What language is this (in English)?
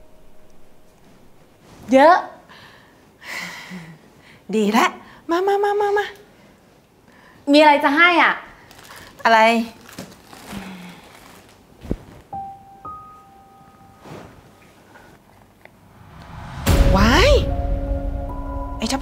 Thai